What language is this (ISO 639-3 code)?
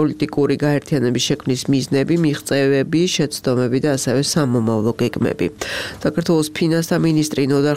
kat